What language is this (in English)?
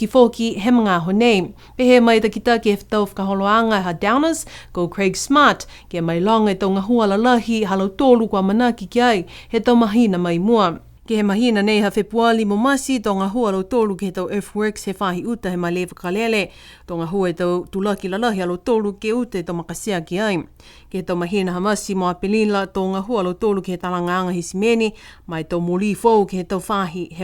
Niuean